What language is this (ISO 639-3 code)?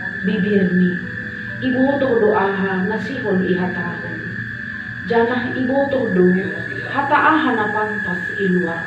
bts